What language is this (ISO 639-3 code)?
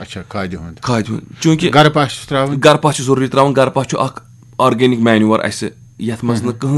kas